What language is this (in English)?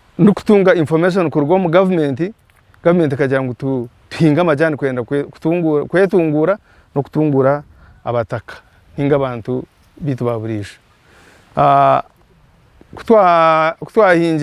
Nyankole